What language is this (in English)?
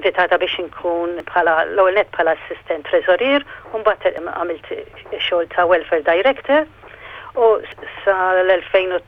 Maltese